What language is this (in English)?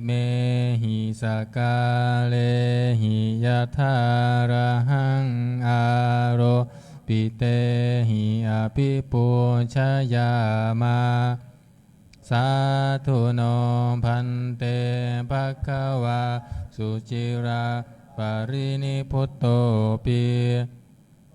Pali